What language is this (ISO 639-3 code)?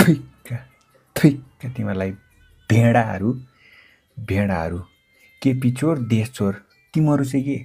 nep